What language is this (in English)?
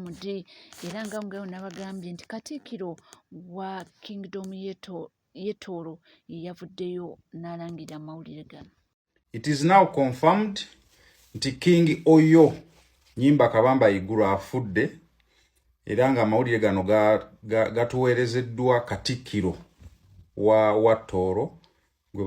Ganda